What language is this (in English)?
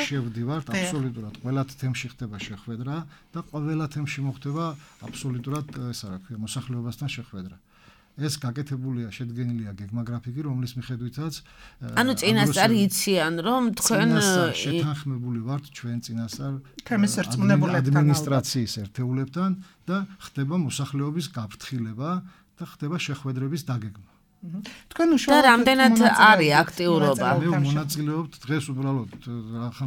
Georgian